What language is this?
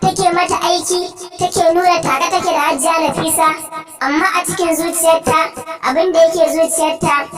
Hausa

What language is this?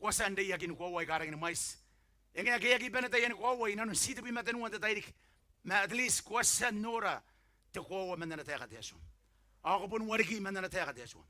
Gilbertese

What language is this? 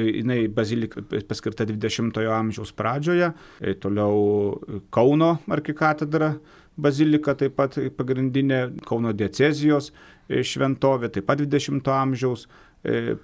Lithuanian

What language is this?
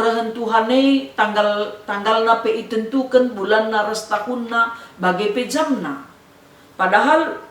Batak Karo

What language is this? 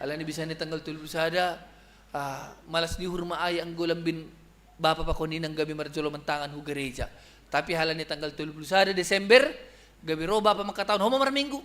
Batak Simalungun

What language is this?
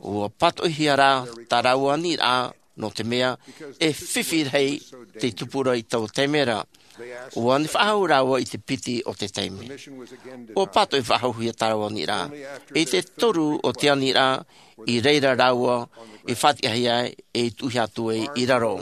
Tahitian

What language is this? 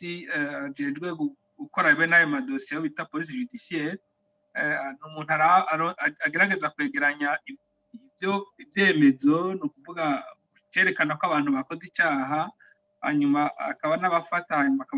Rundi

